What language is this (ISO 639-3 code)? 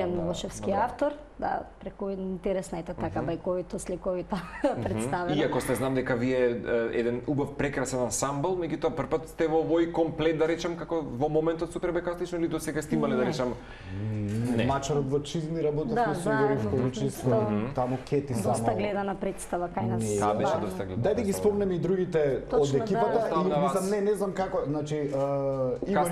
mkd